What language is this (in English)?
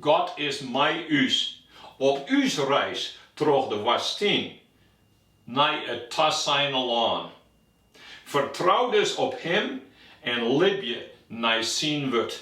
Western Frisian